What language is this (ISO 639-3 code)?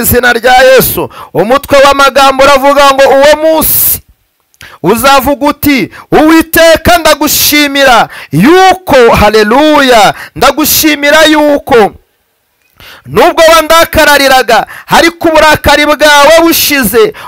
kin